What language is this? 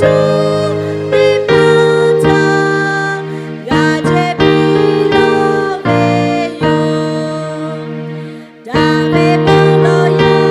Lahu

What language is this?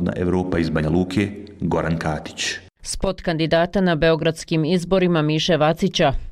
Croatian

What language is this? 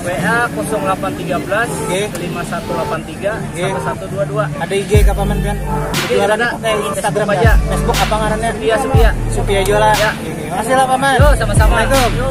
Banjar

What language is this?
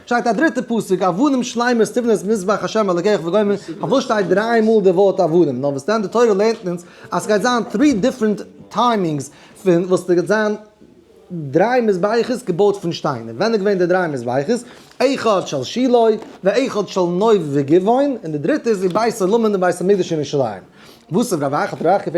Yiddish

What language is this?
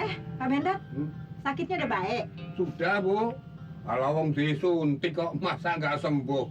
Betawi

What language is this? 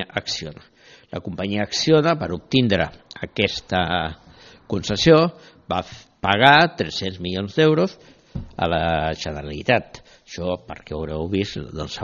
Catalan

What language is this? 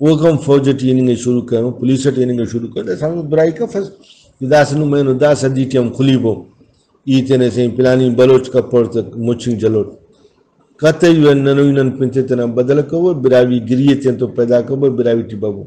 Brahui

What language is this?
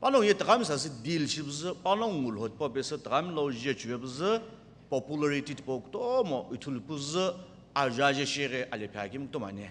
Sumi Naga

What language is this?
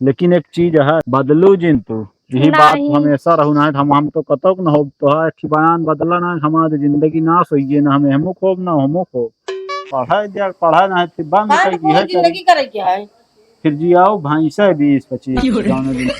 Awadhi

